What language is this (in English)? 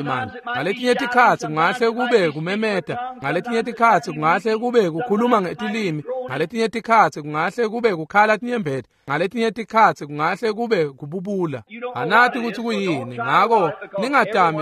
Swati